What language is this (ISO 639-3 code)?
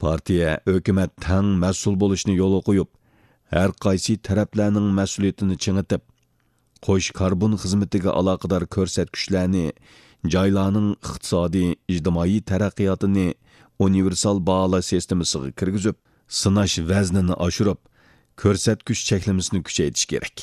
uig